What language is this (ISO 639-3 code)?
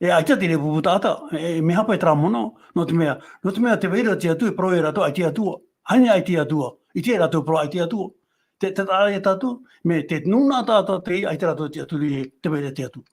tah